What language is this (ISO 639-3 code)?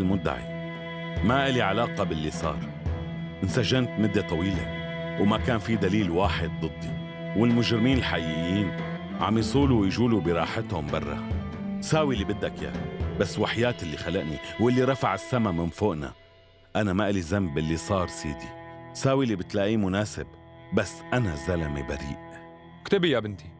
apc